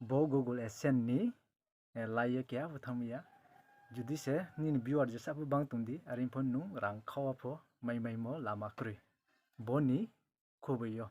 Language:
Riang (India)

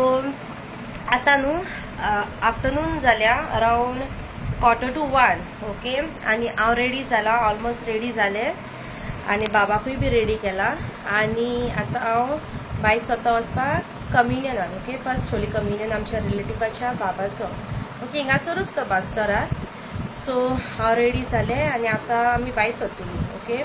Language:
Konkani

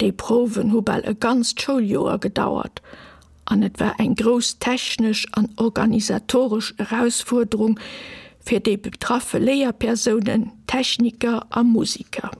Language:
Luxembourgish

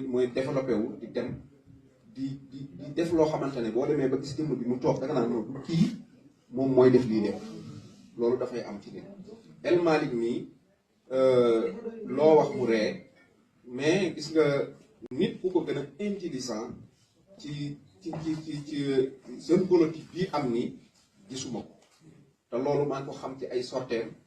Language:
Wolof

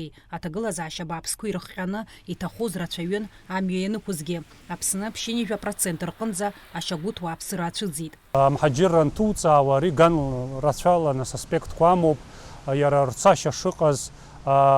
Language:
Abkhazian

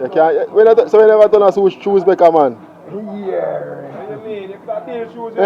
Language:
Jamaican Creole English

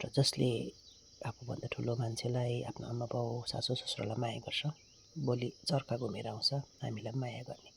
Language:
Nepali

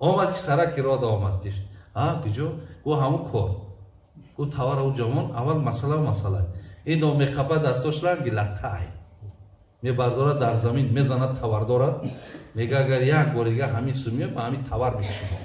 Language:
Tajik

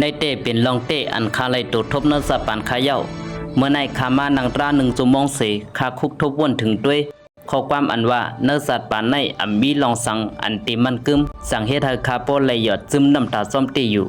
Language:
Shan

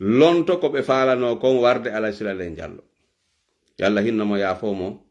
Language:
Fula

